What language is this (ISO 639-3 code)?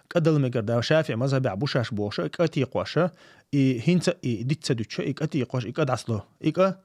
che